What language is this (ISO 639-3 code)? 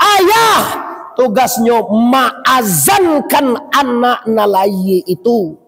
min